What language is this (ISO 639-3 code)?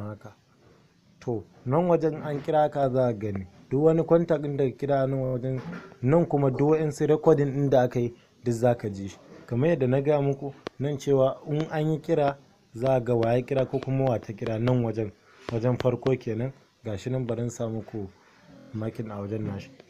hau